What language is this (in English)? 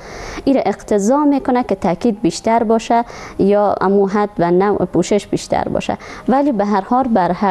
Persian